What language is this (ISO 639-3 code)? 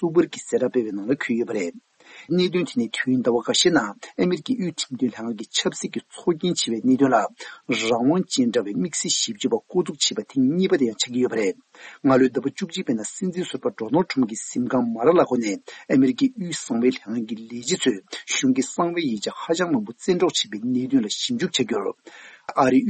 bod